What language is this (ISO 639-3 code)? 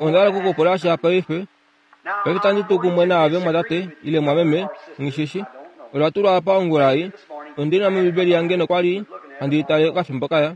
kua